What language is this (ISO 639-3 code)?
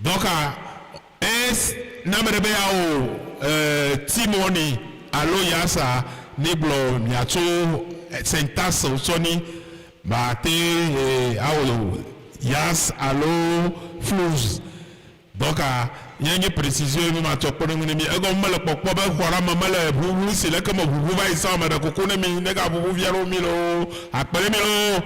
ewe